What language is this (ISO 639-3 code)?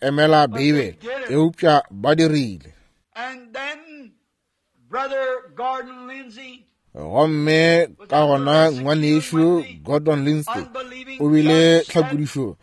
nso